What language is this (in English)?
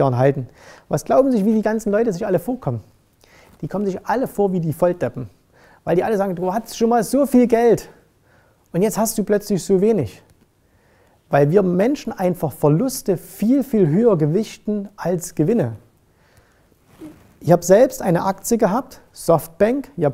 German